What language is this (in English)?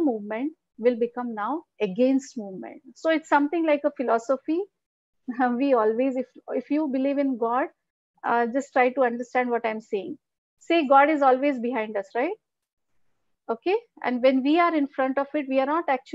English